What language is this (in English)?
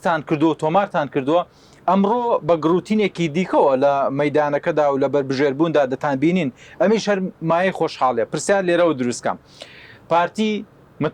Central Kurdish